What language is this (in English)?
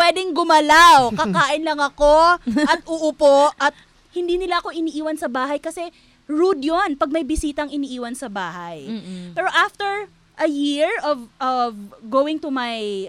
Filipino